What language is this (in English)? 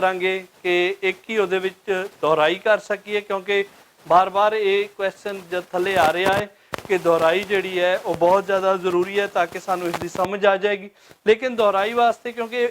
Western Panjabi